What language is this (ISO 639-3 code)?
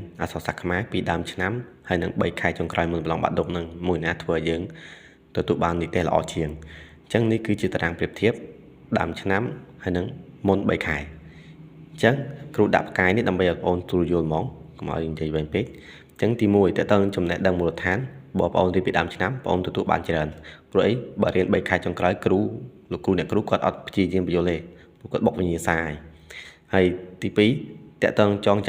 khm